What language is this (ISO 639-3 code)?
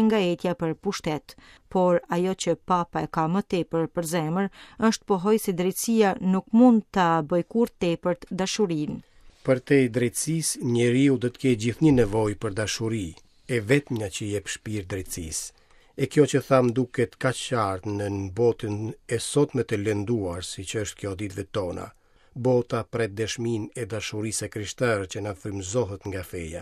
sqi